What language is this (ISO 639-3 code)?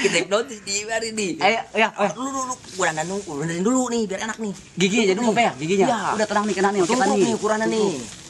bew